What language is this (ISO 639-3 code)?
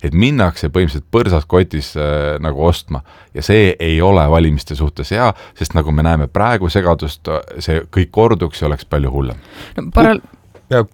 est